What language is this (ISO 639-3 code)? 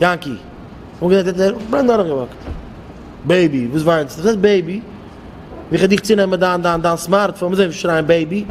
yid